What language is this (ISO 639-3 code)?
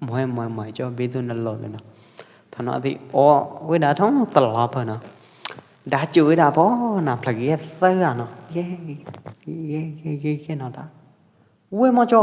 kjp